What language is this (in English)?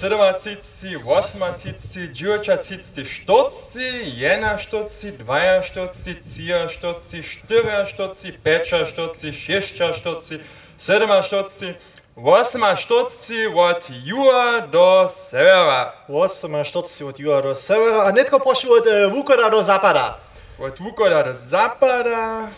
Upper Sorbian